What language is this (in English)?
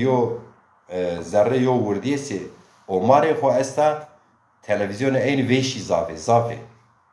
Zaza